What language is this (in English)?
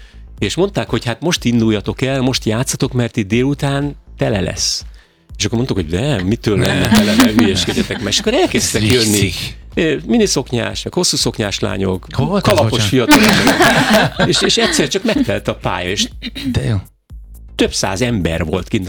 Hungarian